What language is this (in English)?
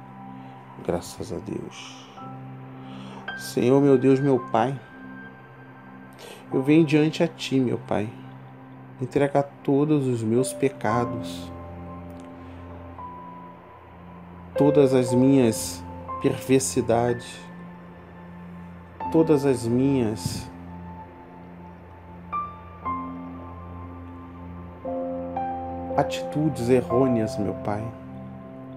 Portuguese